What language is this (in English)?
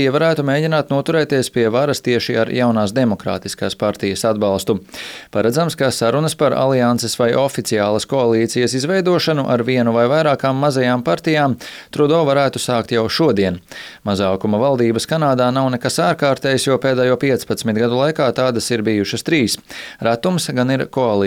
Latvian